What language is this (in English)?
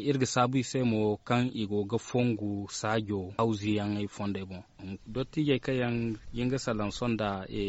Zarma